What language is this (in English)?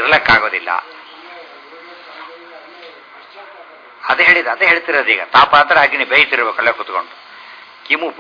Kannada